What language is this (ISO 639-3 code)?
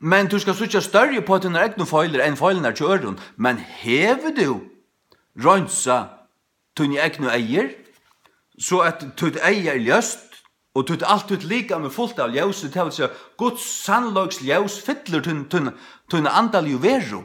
fao